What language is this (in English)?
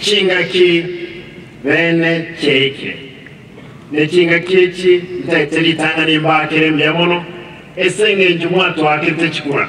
Gusii